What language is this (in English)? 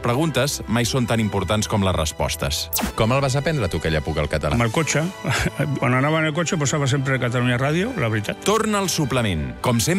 Catalan